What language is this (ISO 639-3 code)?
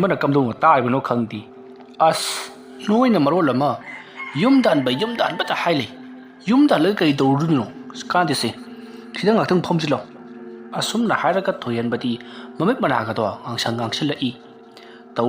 mni